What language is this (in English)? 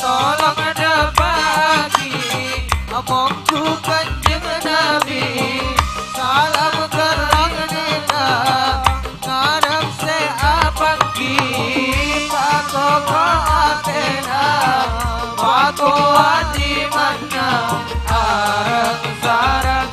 Madurese